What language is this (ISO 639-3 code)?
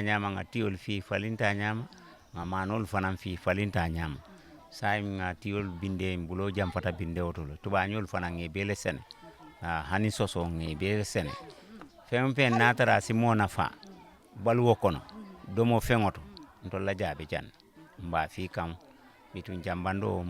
ful